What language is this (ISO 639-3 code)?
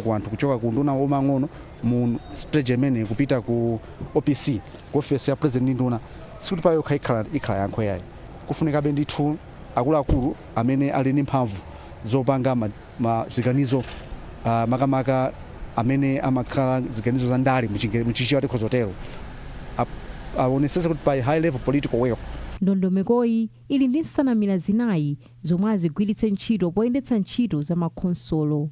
nya